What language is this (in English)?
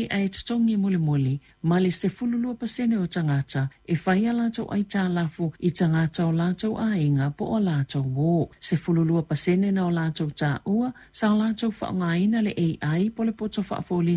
Samoan